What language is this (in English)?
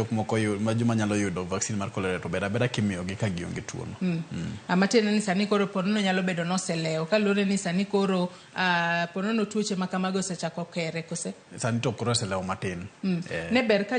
Luo (Kenya and Tanzania)